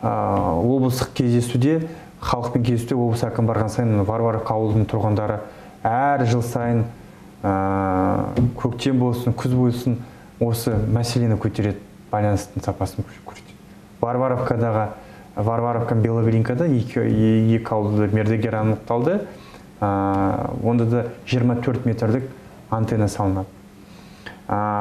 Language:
Kazakh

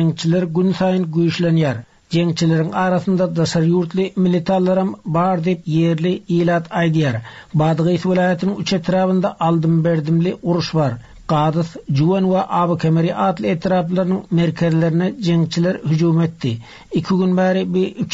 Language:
Turkmen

